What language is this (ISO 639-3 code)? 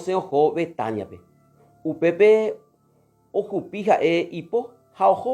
grn